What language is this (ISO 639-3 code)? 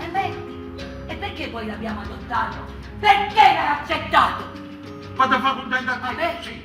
nap